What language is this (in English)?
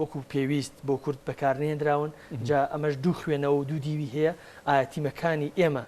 Central Kurdish